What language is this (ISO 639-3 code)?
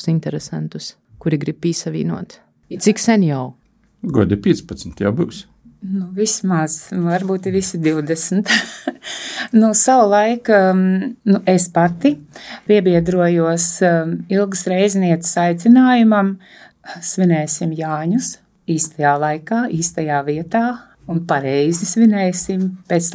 lav